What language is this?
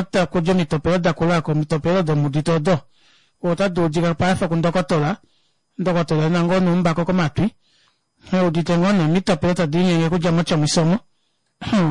Kuanyama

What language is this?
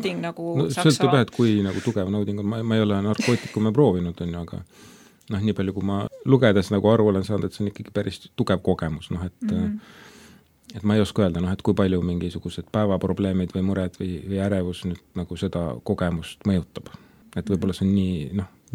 Estonian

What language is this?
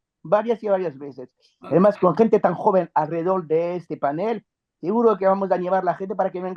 Ladino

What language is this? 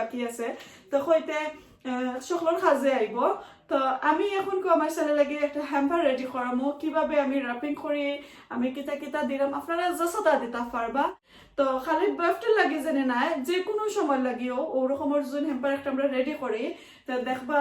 Sylheti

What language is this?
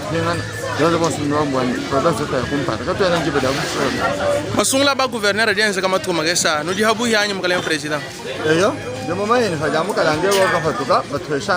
Luba-Lulua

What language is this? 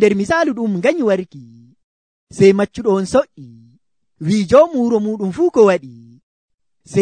Nigerian Fulfulde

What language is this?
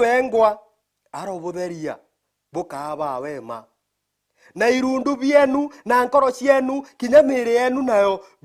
Meru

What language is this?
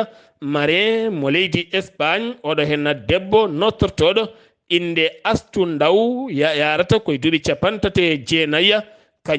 Fula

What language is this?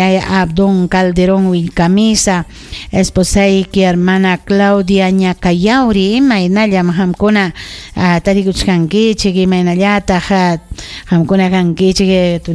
Ayacucho Quechua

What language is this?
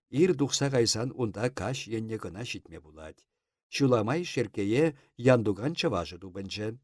Chuvash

